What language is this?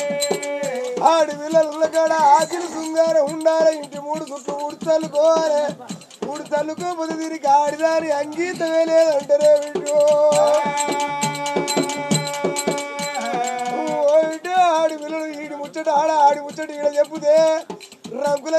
Telugu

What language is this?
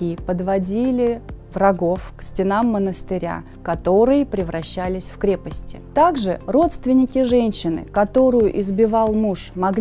Russian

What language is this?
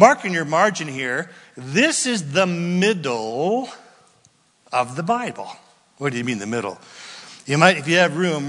English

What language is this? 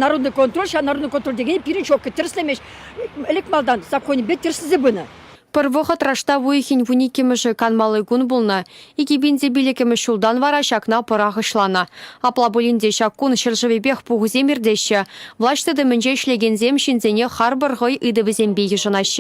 Chuvash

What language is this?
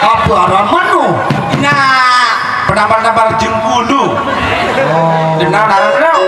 Sasak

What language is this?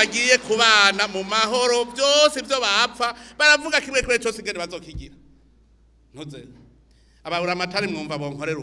Rundi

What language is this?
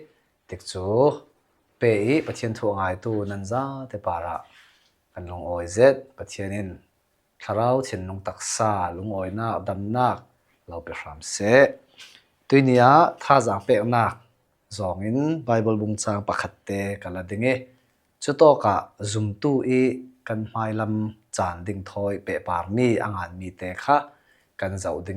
Falam Chin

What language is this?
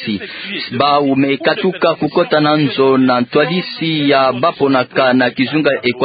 Kituba (Democratic Republic of Congo)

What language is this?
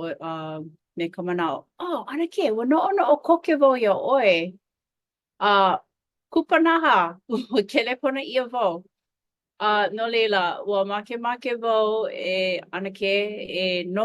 Hawaiian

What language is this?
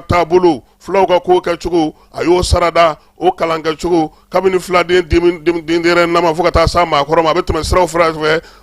Bambara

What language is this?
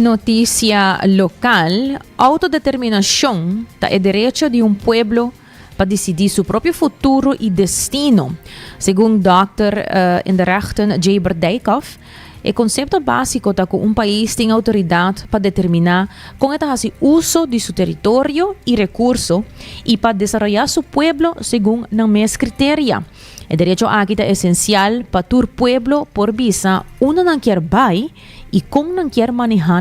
Papiamento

